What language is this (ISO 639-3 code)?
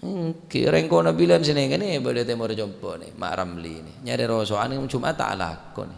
mad